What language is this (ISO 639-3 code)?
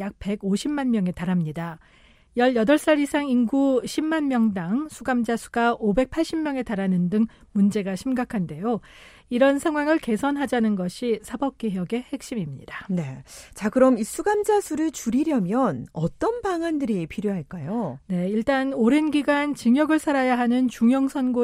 kor